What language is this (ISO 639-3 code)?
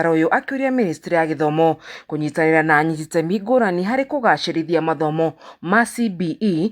kik